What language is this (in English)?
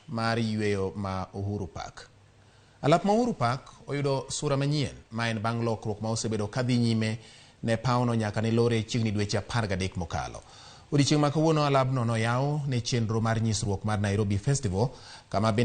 Luo (Kenya and Tanzania)